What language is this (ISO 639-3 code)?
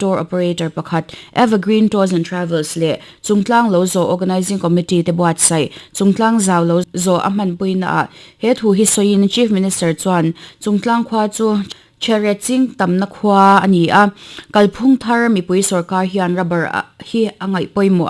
lus